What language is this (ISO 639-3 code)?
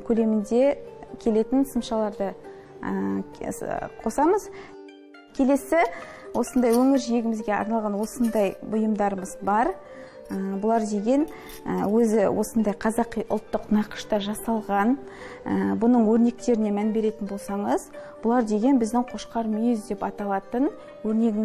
kaz